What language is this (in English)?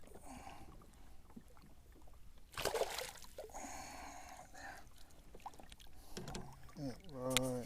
Lao